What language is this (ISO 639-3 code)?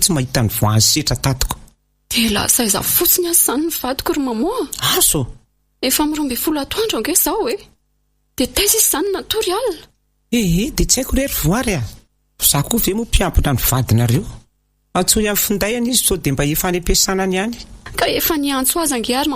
mlg